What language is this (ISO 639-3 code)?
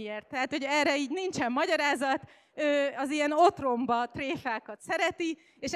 hun